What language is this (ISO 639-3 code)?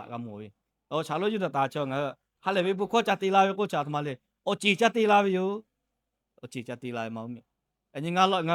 lhu